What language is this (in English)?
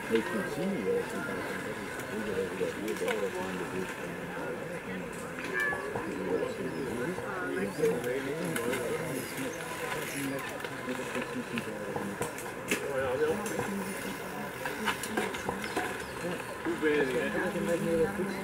Dutch